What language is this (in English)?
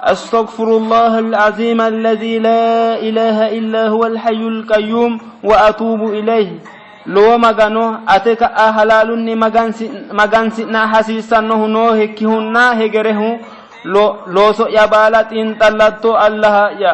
Sidamo